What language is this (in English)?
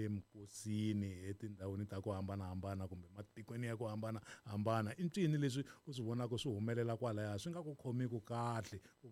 Tsonga